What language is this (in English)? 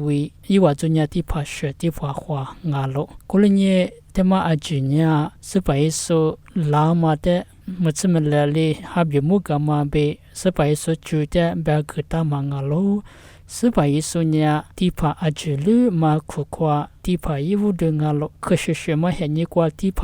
Lisu